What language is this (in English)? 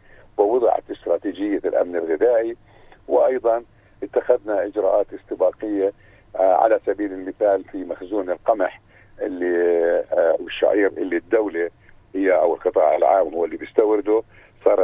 North Levantine Arabic